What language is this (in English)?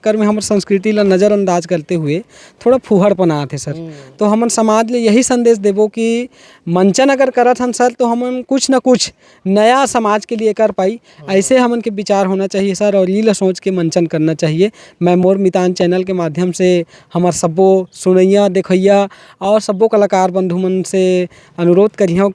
Chhattisgarhi